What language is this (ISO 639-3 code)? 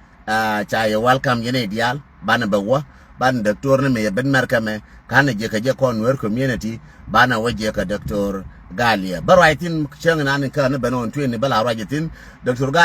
nus